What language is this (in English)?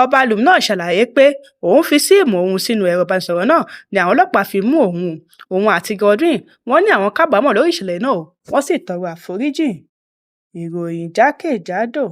Yoruba